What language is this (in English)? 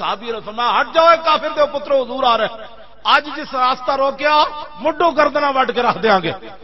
Western Panjabi